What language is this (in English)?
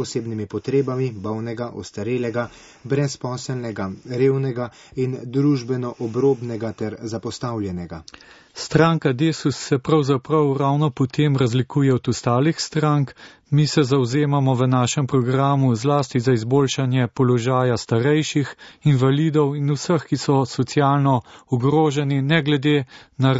Slovenian